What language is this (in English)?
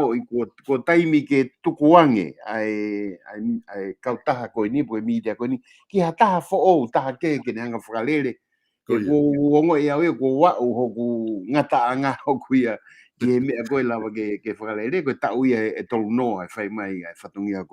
Tongan